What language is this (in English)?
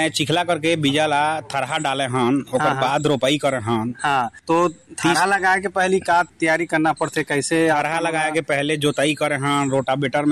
Chhattisgarhi